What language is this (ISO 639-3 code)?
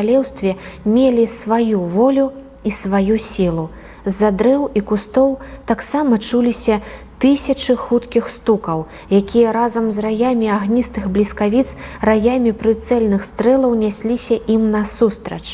bel